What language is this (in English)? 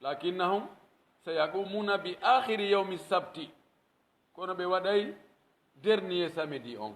Pular